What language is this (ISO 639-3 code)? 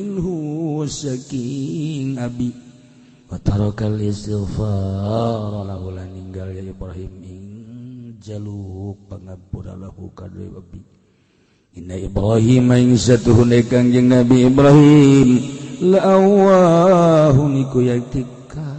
sun